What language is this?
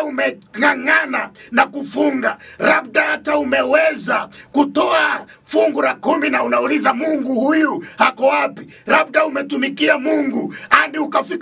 Swahili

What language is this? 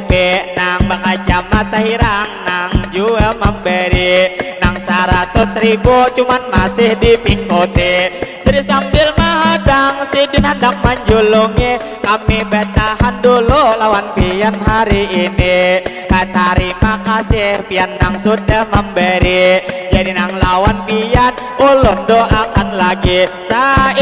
Banjar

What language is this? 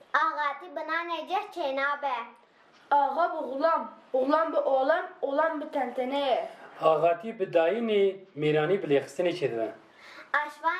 Kurdish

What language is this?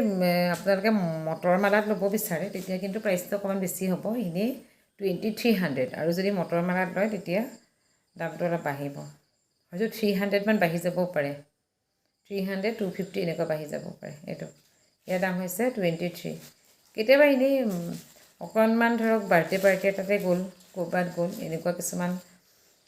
Assamese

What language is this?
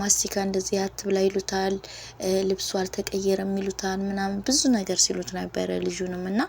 Amharic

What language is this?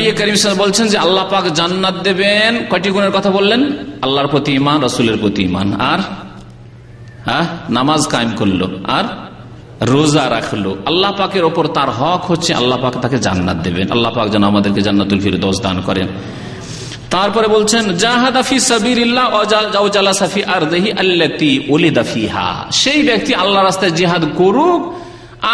Bangla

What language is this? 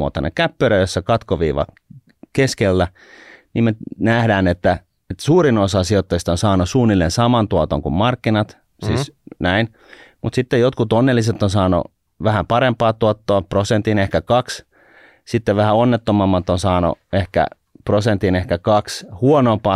Finnish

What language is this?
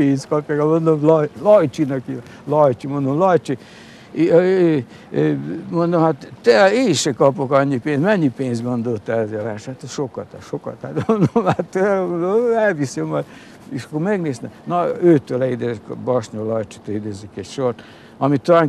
Hungarian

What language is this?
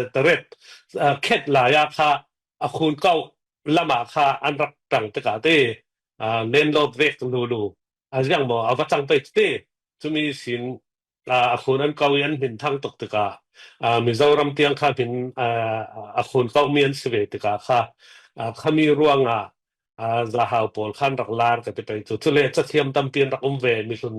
Falam Chin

